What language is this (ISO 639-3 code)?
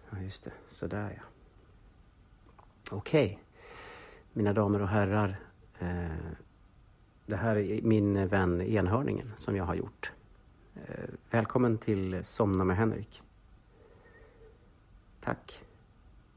swe